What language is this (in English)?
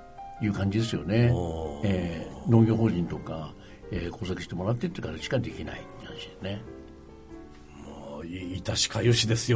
Japanese